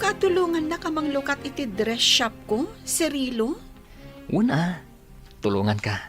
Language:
Iloko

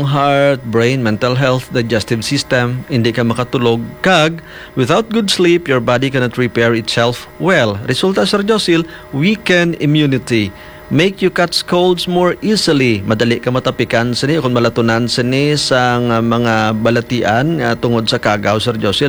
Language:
Hiligaynon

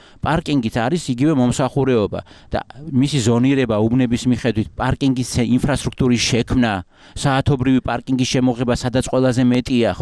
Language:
Georgian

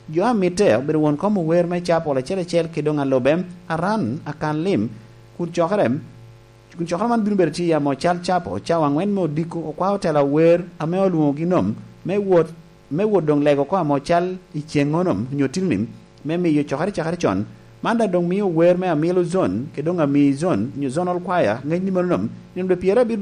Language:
Lango (Uganda)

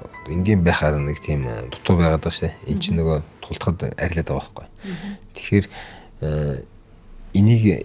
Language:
Mongolian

